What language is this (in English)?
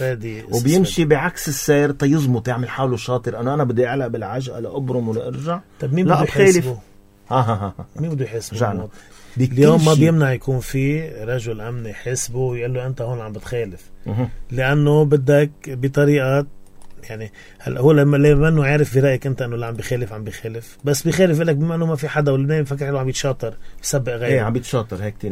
North Levantine Arabic